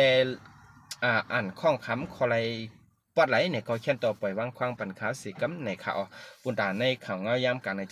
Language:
Shan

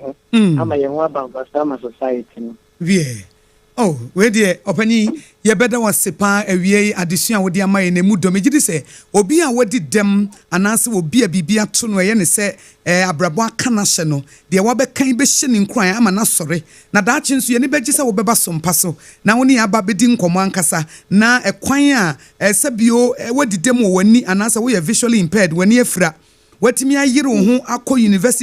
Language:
Akan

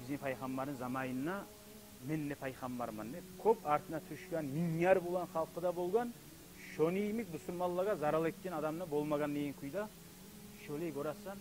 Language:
Kumyk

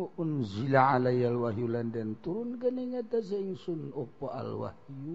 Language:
Sundanese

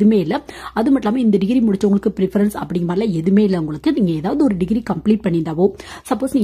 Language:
Tamil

